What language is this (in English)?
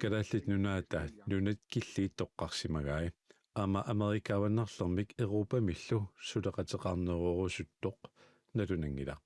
Kalaallisut